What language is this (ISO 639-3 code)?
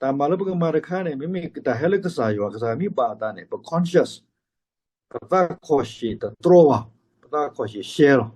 ksw